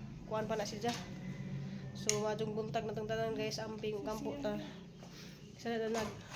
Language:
Cebuano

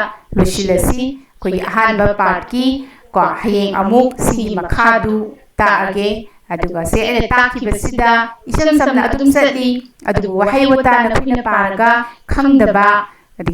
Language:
Manipuri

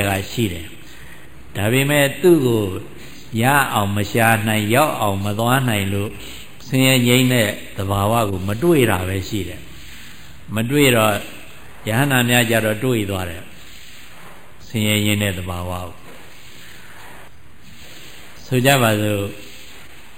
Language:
Burmese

